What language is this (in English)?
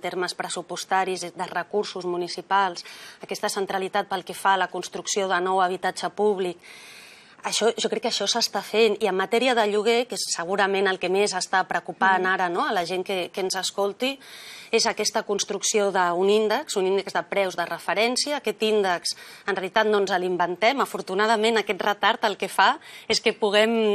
Catalan